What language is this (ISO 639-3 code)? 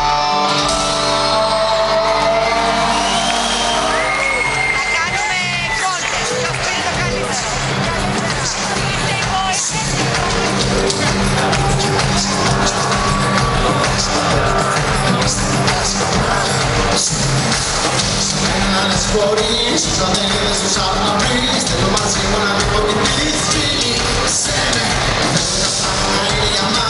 ell